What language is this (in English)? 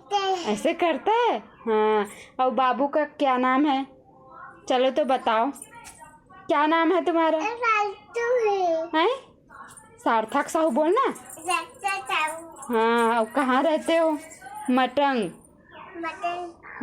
Chhattisgarhi